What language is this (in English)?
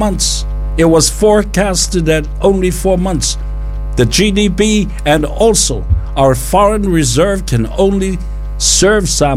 Samoan